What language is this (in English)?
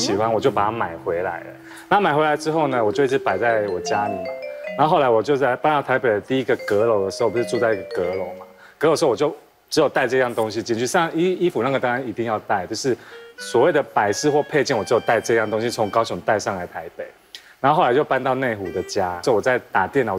Chinese